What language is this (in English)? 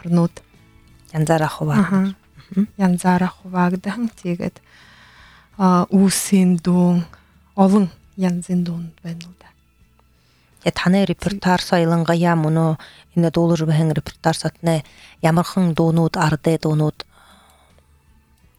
Buriat